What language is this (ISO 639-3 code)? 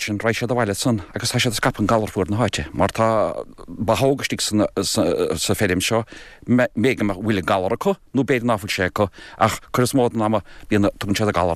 gle